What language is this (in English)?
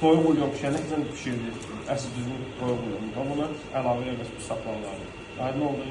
Azerbaijani